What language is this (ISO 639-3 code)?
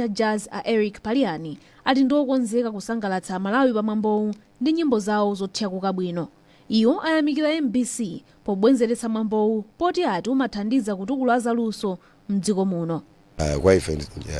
nya